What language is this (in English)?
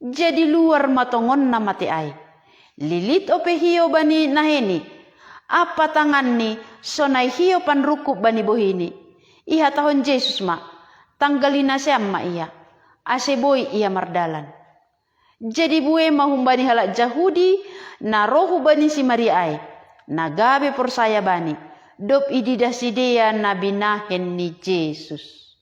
Batak Simalungun